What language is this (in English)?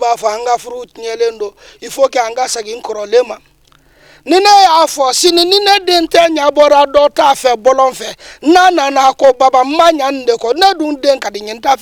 Bambara